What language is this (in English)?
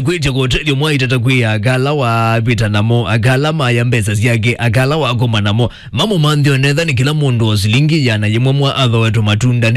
Kamba